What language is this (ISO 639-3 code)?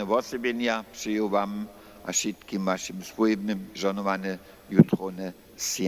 hsb